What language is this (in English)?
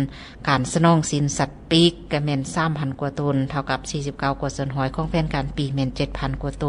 Lao